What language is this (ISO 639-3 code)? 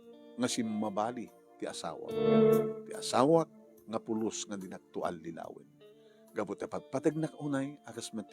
ilo